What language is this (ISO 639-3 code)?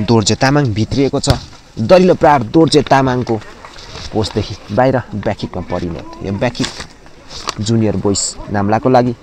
nep